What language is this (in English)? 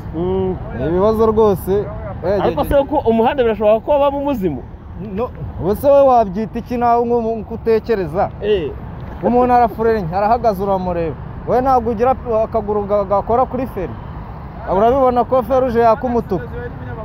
Kinyarwanda